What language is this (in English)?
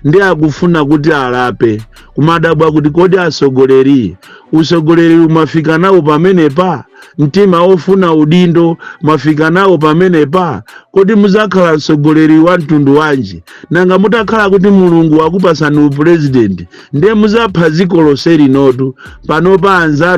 Nyanja